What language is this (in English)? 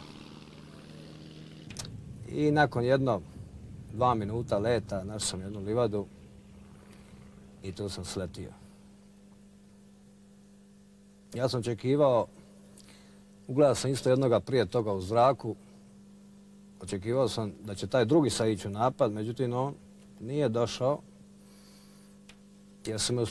Croatian